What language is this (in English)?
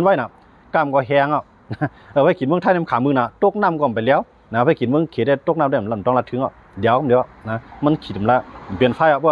Shan